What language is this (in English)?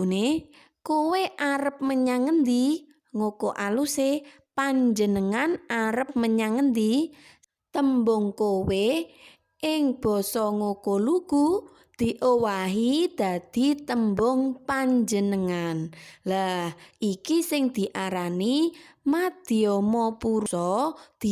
Javanese